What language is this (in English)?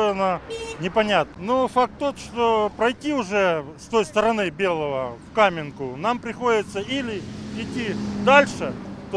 Crimean Tatar